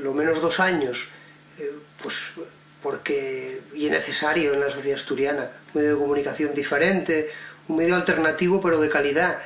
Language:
Asturian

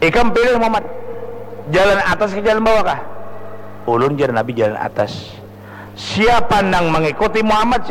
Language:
Banjar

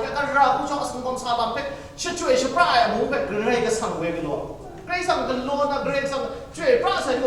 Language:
Kachin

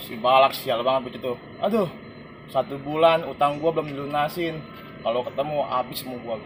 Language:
Betawi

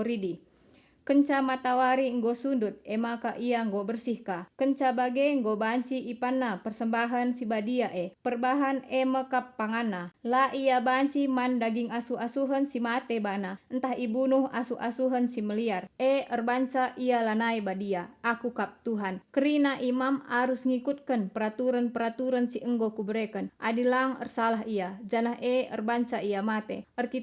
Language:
Batak Karo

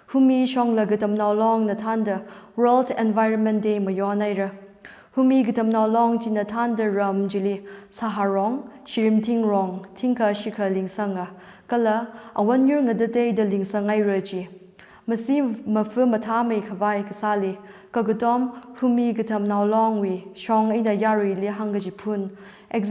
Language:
Tangkhul Naga (India)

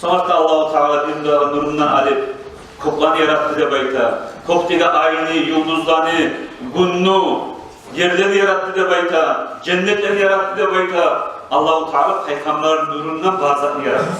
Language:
Kumyk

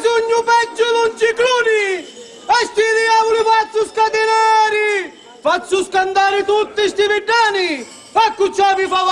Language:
Sicilian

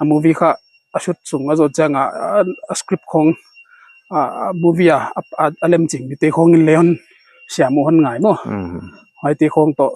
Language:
Paite Chin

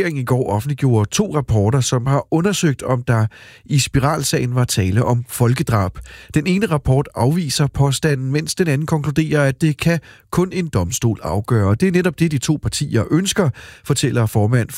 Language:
Danish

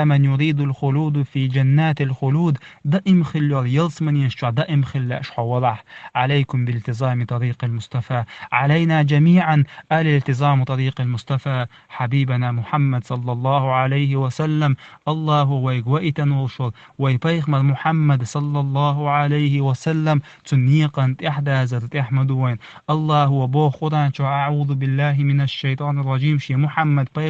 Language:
Chechen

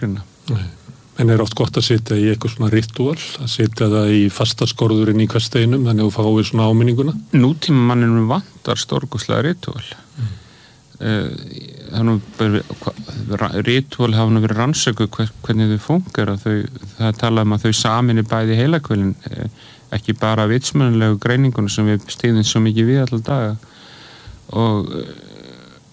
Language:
Icelandic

